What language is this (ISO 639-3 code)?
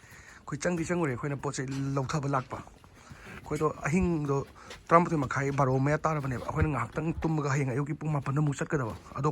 mni